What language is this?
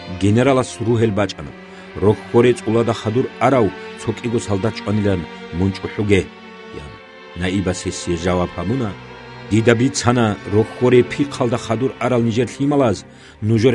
Avaric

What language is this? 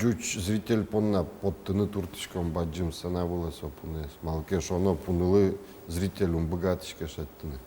Udmurt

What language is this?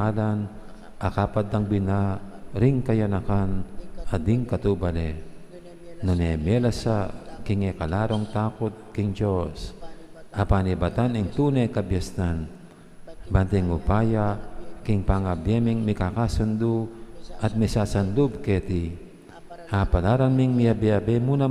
Pampanga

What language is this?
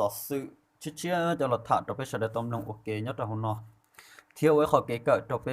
Hmong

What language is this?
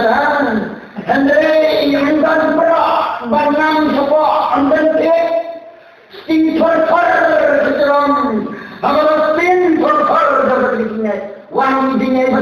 Khasi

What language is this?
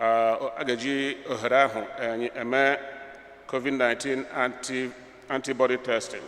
Igbo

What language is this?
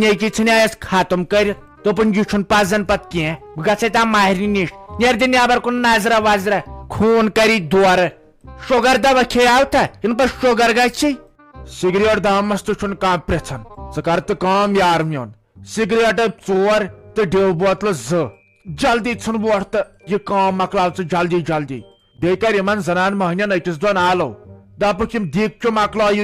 Kashmiri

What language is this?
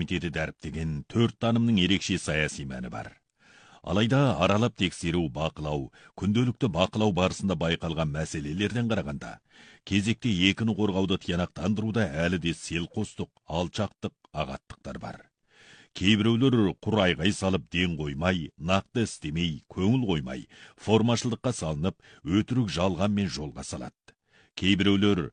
Kazakh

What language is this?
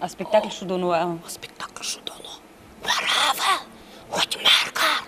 Udmurt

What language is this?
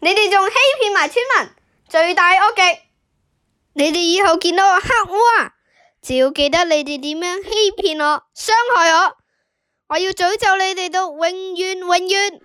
Cantonese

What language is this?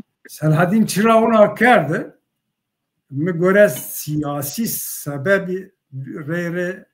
Zaza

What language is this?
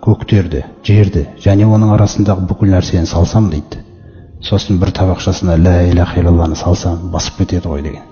Kazakh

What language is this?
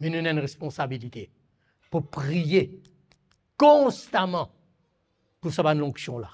Morisyen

